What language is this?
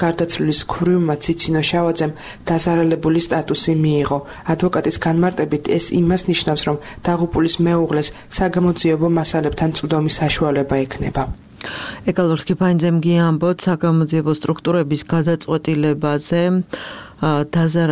Georgian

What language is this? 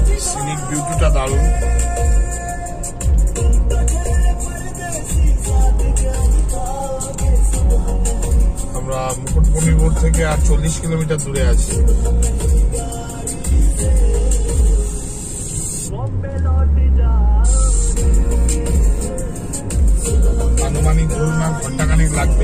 Bangla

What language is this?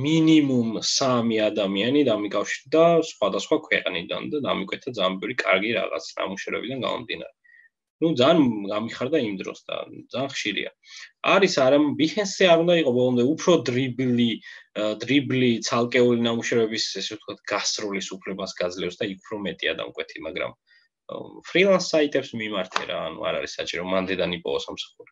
Georgian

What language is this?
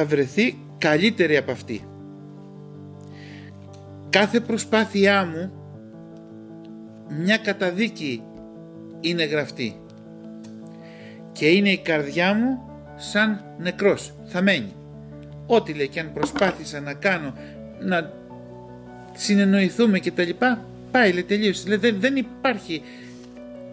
Greek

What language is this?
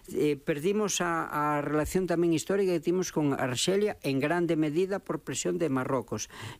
Galician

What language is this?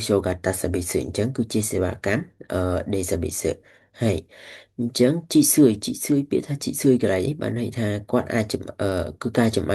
Khmer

